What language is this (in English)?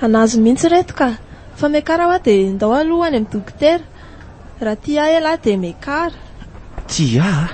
Malagasy